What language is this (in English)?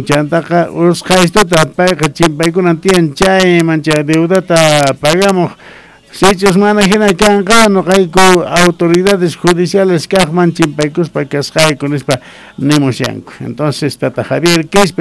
South Bolivian Quechua